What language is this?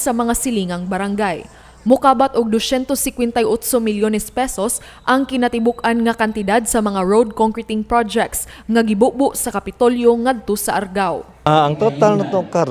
Cebuano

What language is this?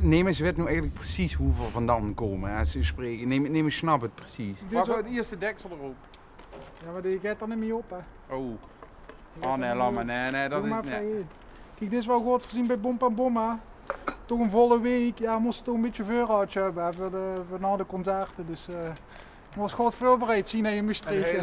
Limburgish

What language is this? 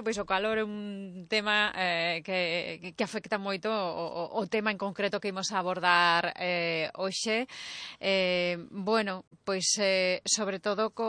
Galician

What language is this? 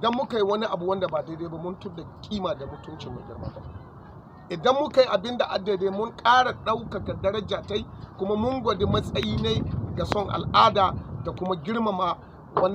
Hausa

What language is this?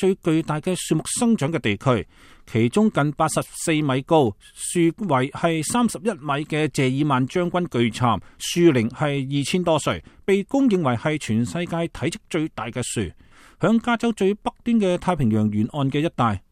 Cantonese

